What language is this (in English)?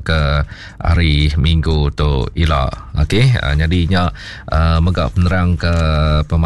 Iban